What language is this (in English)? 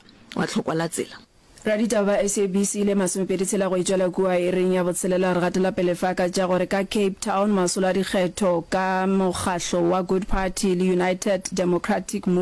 Northern Sotho